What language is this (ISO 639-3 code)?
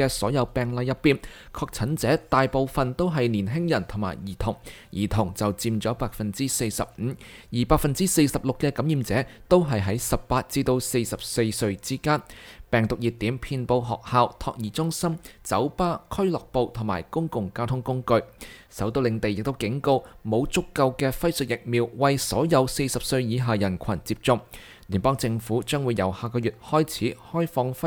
yue